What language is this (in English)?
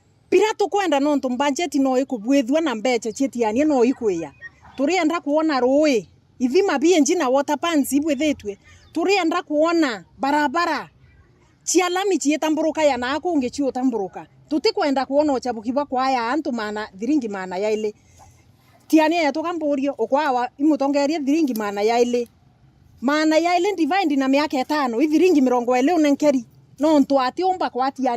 Meru